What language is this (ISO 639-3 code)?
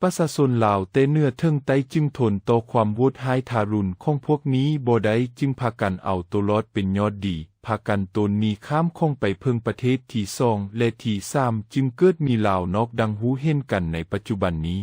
lao